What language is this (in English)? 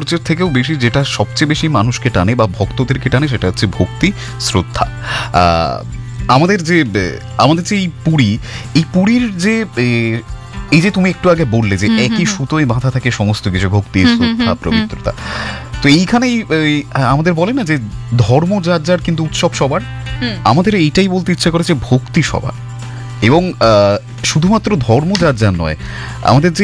Bangla